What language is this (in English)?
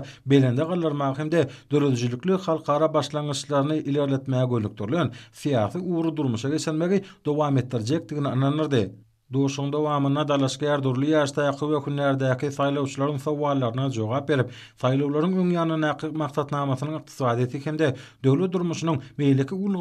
Turkmen